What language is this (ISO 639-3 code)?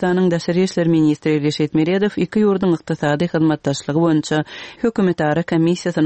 tuk